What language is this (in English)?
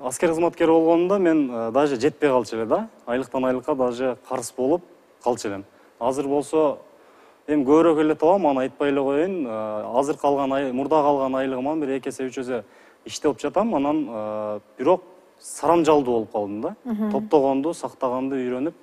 Kyrgyz